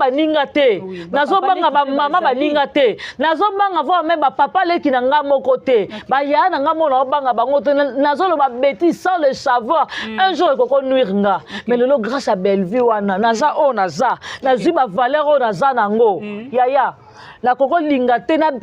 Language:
Lingala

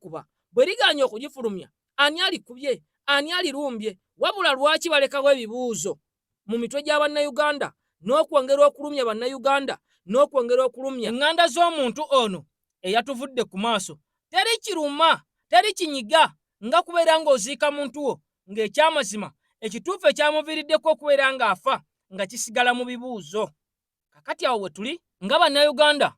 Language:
Ganda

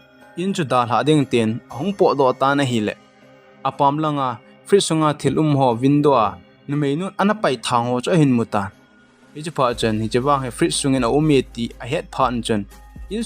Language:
Thado Chin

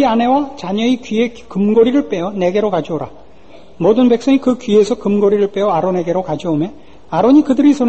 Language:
Korean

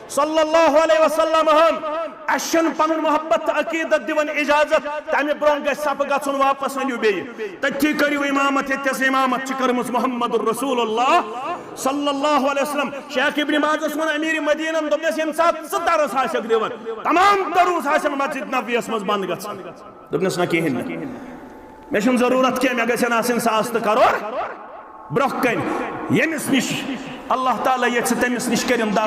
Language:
Kashmiri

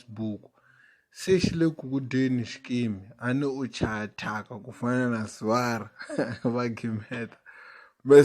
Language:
Tsonga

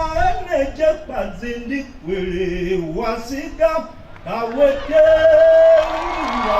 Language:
Tiv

